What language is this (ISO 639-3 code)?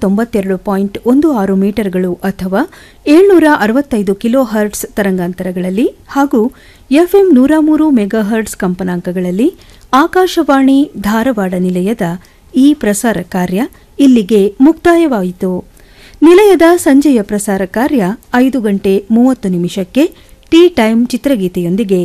kan